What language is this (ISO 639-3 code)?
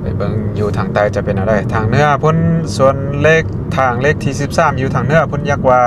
lao